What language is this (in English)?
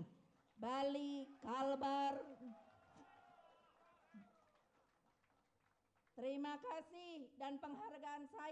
Indonesian